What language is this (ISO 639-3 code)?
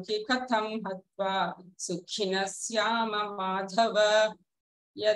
san